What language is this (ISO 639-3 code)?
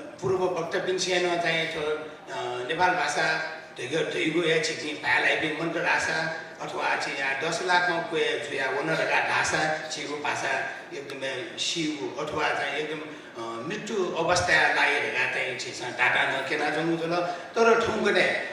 new